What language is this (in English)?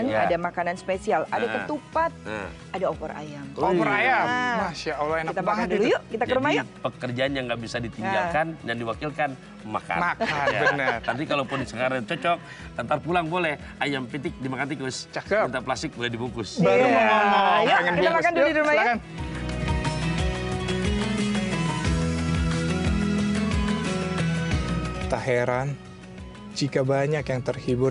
Indonesian